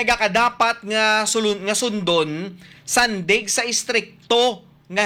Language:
Hiligaynon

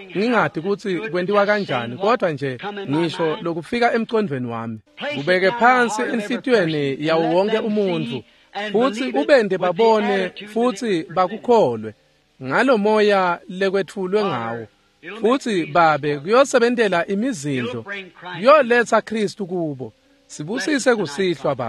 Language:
Swati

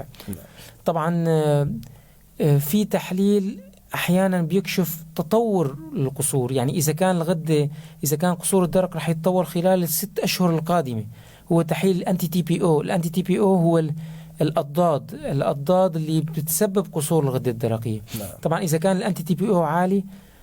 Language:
North Levantine Arabic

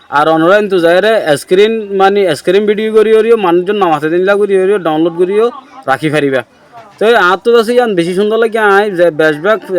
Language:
Rohingya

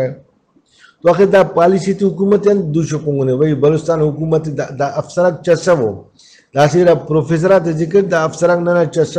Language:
Brahui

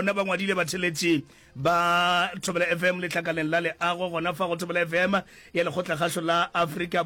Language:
Northern Sotho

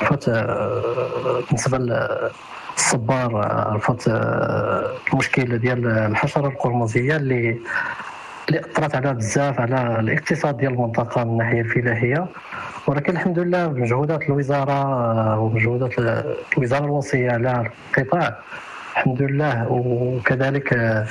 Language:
Moroccan Arabic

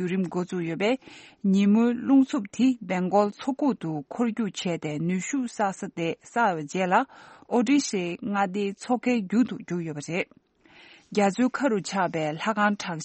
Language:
Tibetan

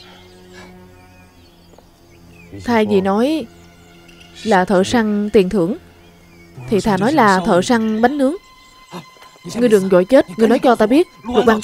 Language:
Vietnamese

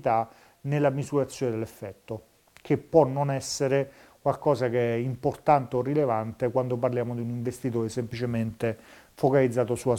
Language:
Italian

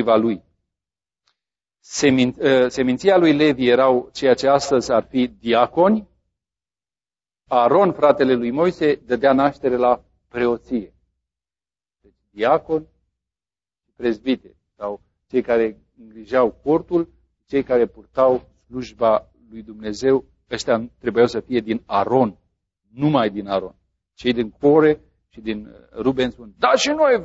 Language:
Romanian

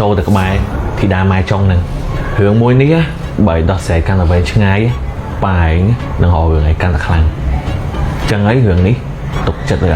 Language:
Khmer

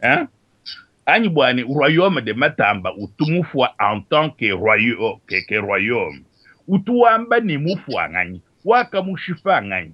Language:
Luba-Lulua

